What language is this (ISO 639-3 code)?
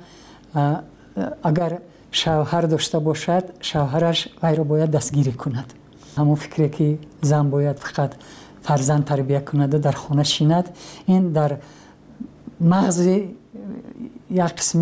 fas